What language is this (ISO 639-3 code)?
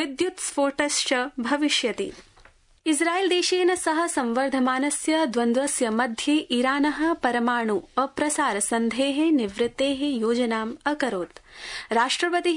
san